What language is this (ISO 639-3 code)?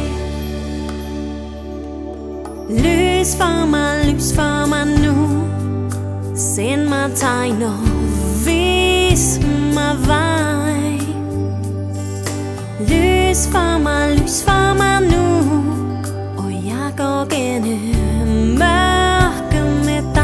dan